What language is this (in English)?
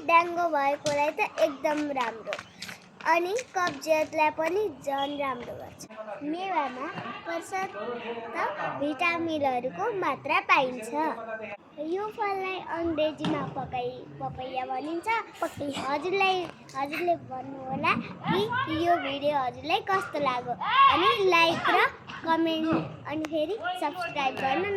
Nepali